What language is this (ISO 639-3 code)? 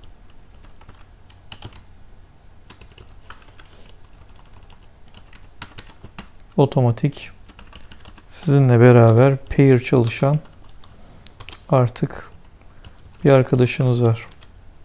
tur